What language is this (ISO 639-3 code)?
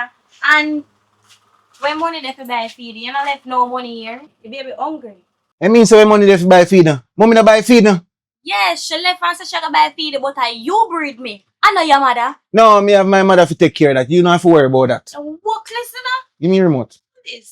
jam